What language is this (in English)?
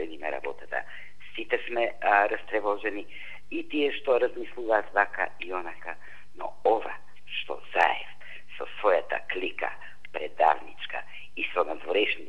Macedonian